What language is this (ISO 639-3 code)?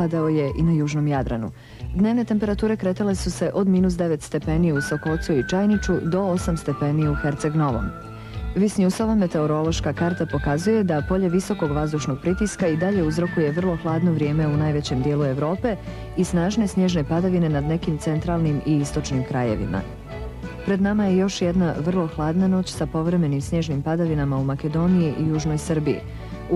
hrv